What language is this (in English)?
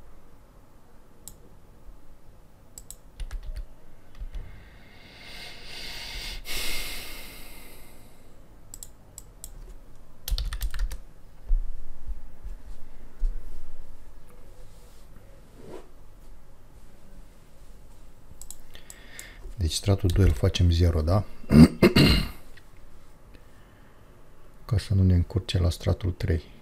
Romanian